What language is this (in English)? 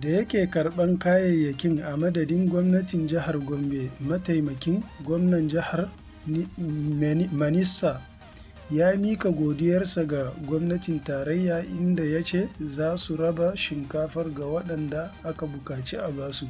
Hausa